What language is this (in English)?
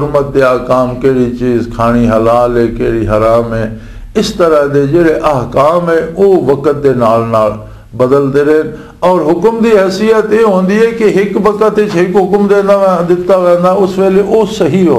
Western Panjabi